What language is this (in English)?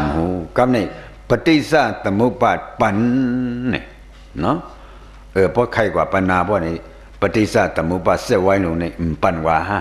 Shan